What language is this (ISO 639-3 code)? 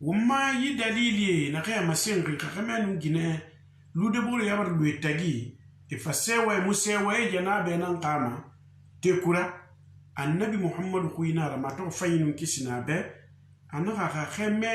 sus